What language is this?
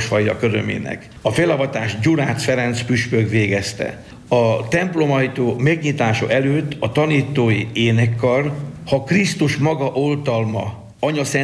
Hungarian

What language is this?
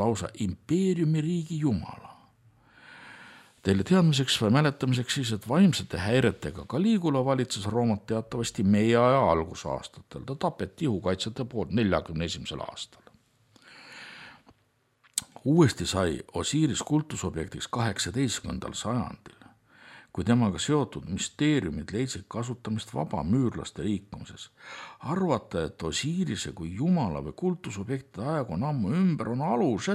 Estonian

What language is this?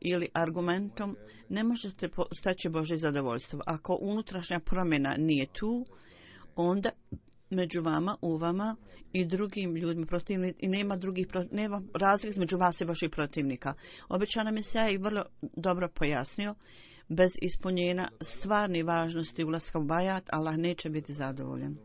Bosnian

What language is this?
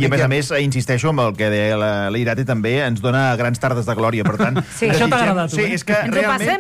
Catalan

